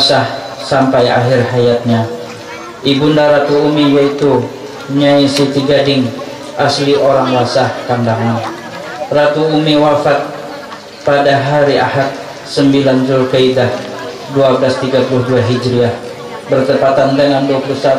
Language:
Banjar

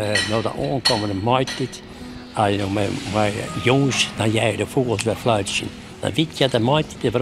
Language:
Western Frisian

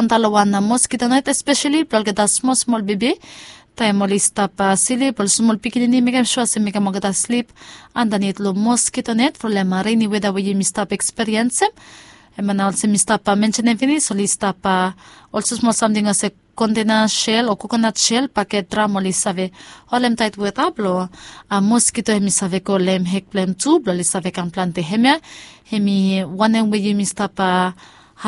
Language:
Bislama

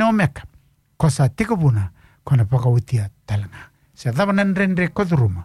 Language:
Fijian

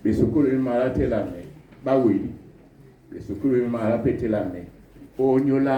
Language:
Duala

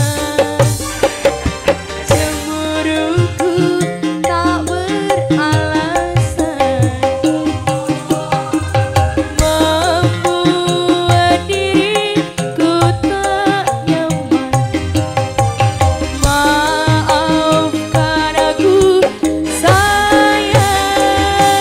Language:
Indonesian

